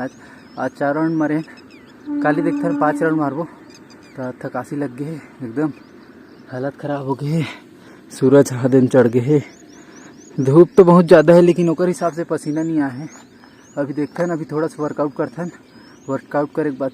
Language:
Chhattisgarhi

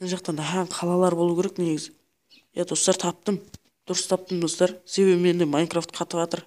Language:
Kara-Kalpak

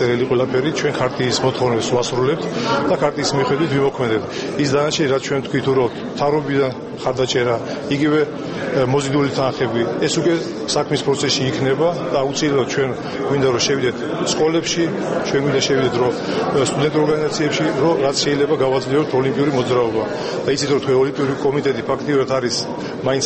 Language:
Georgian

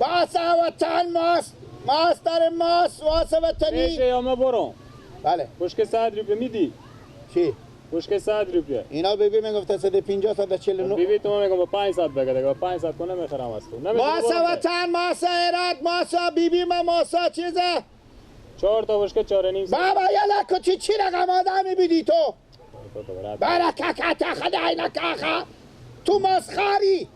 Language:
Persian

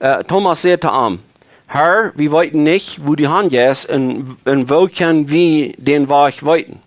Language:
Plautdietsch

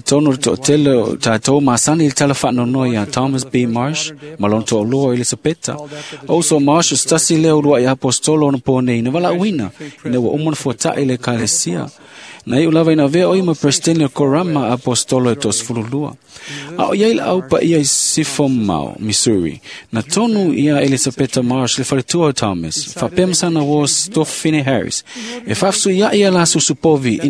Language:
Samoan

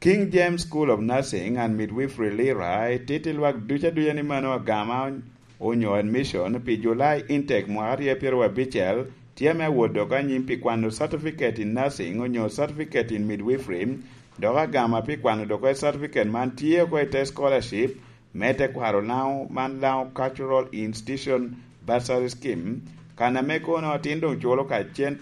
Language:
Lango (Uganda)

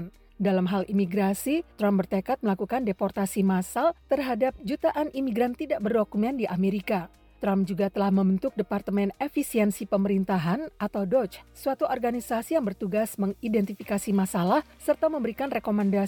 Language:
Indonesian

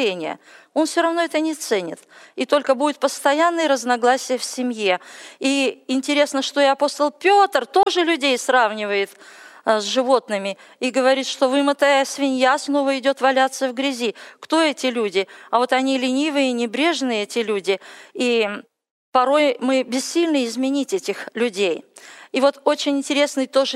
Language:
Russian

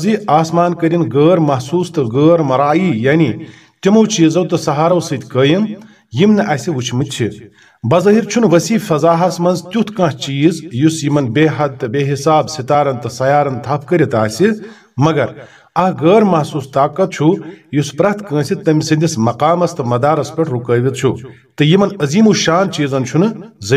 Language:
Kashmiri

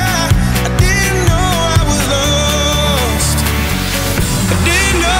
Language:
English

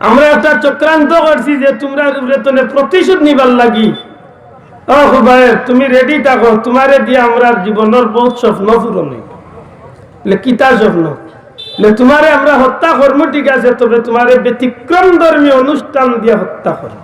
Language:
Sylheti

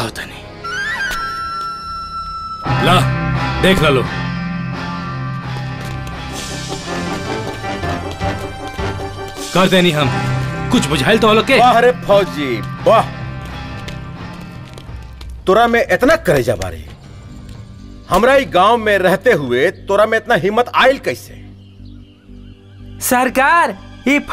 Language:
Bhojpuri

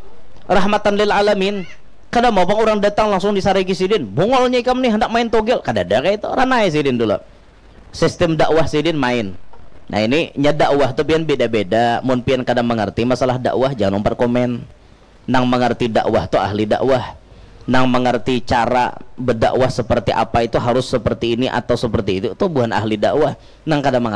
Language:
Banjar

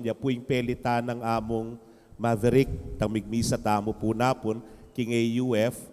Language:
Pampanga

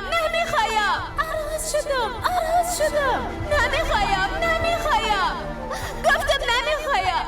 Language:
Persian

